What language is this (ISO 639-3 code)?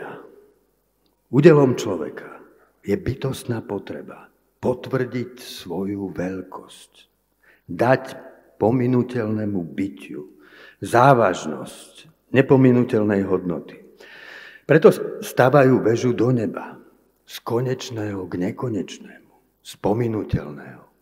slk